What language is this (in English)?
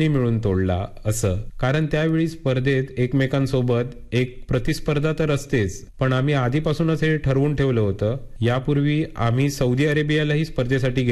Marathi